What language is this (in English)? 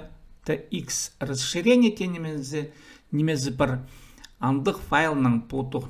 Khakas